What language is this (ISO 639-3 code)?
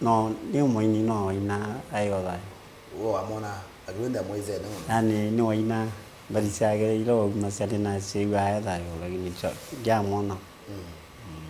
kam